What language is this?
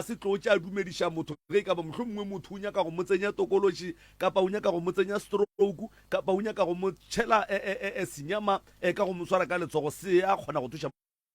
Northern Sotho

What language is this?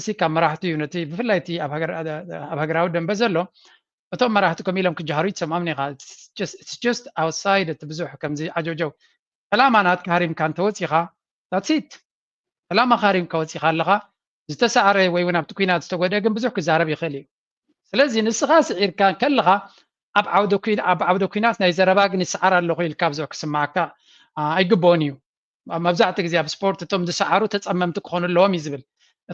Tigrinya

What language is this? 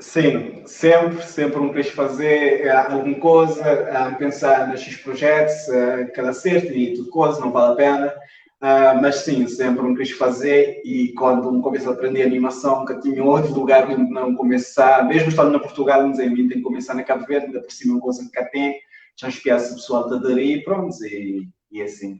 Kabuverdianu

